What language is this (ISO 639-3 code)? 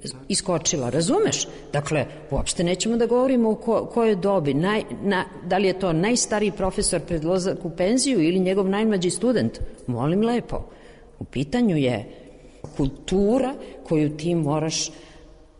srp